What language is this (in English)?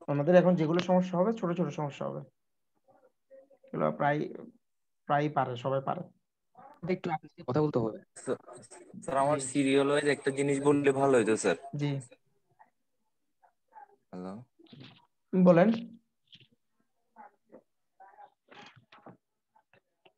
Bangla